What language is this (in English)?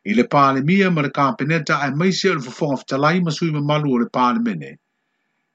Samoan